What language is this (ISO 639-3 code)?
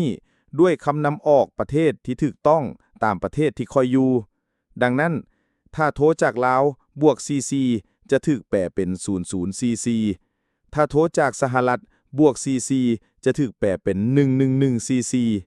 lao